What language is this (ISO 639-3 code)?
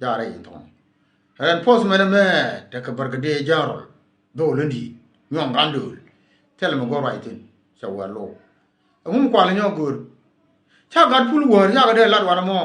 nus